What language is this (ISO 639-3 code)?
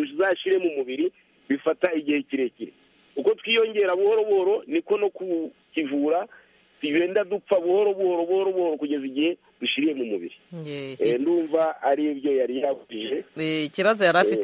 kin